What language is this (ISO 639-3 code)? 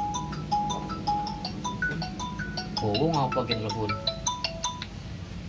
jav